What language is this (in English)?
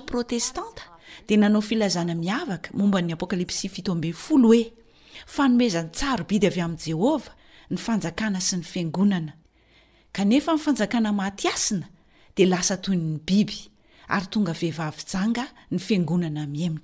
Malagasy